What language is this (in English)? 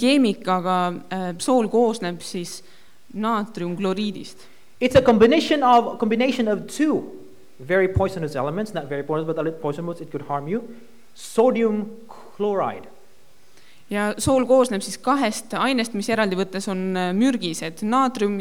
Estonian